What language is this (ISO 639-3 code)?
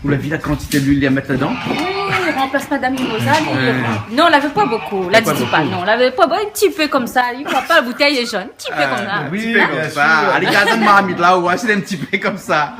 rcf